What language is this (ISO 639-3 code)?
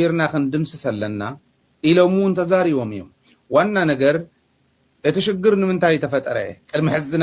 tir